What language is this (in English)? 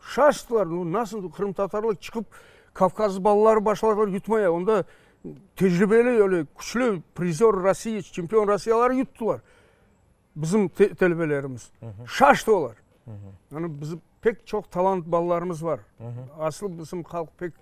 Crimean Tatar